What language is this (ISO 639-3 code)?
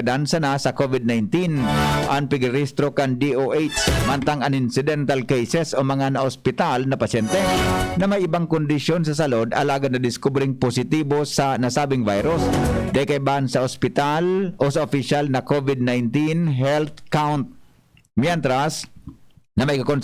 bik